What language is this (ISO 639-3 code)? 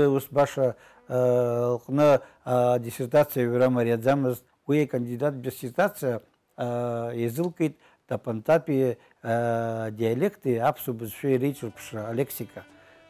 abk